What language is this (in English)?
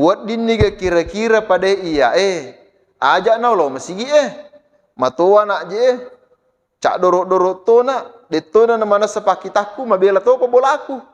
Buginese